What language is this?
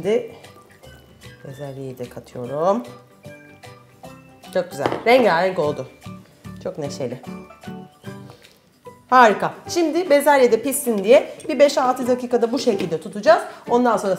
Turkish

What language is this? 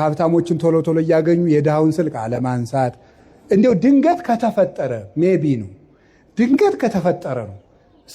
Amharic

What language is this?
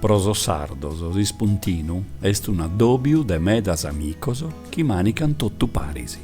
Sardinian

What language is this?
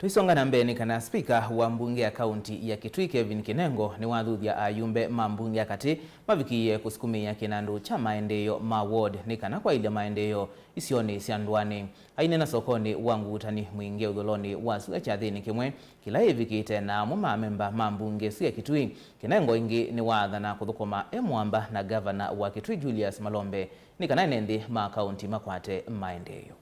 Kamba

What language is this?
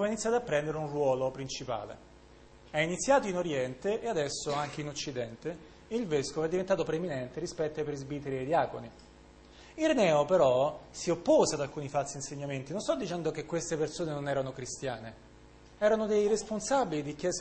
Italian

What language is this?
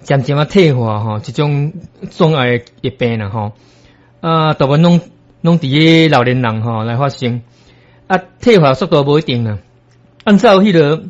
Min Nan Chinese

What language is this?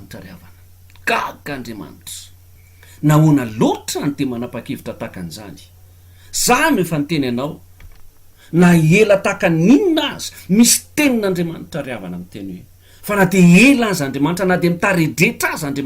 Malagasy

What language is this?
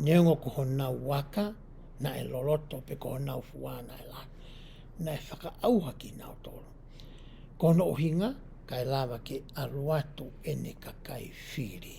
Tongan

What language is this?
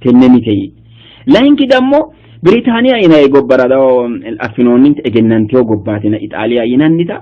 Sidamo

